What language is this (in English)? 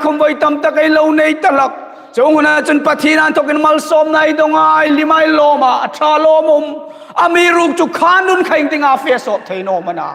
Hmar